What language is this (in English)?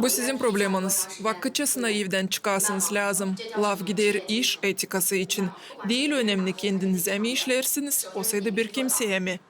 Gagauz